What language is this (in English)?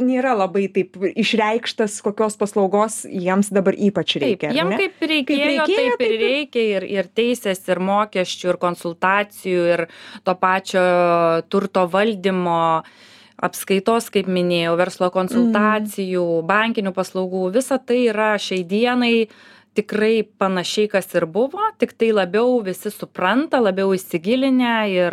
Lithuanian